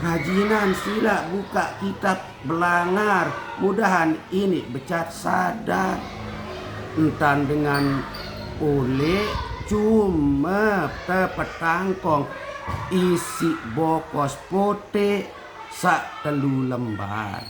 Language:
Sasak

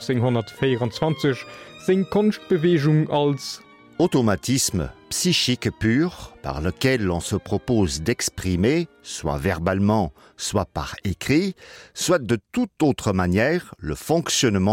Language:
Luxembourgish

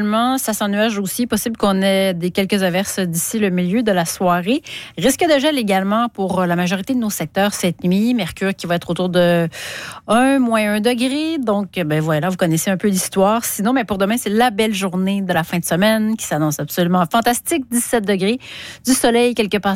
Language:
French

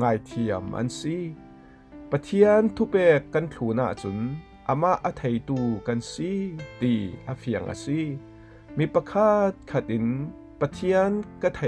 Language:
Falam Chin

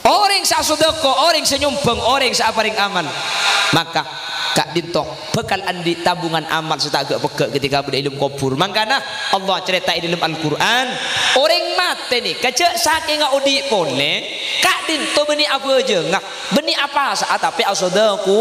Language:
Madurese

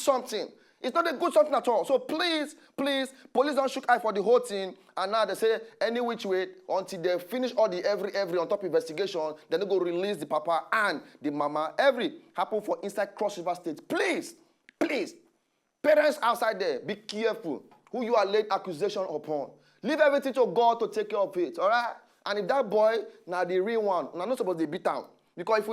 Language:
Nigerian Pidgin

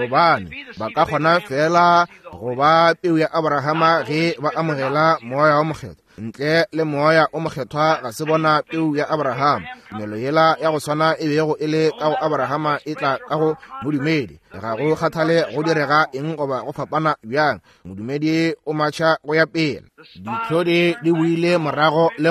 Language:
Northern Sotho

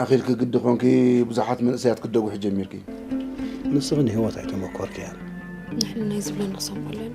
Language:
Tigrinya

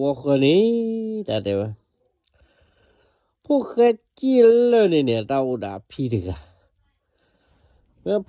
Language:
S'gaw Karen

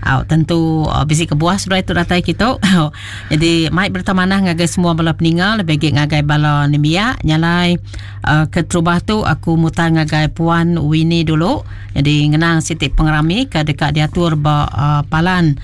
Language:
Iban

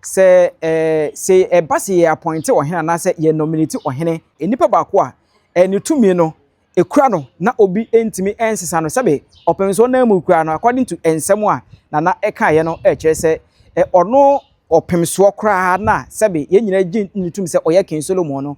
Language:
Akan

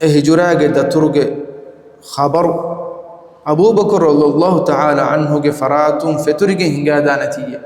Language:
Divehi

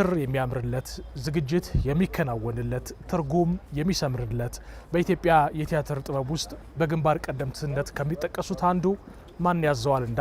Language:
Amharic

